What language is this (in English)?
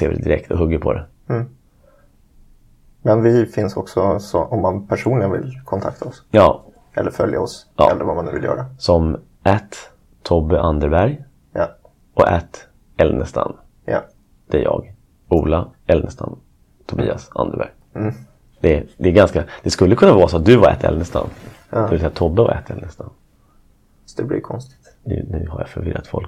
Swedish